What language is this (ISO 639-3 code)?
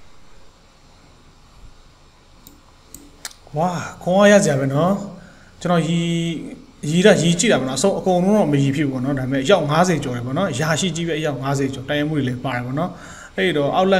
mya